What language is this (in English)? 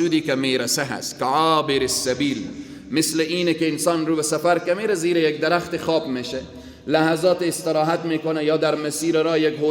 Persian